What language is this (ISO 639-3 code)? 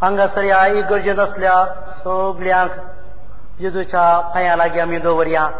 kok